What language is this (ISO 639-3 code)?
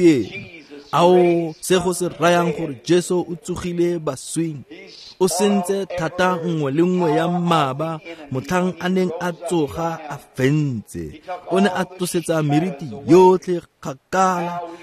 tsn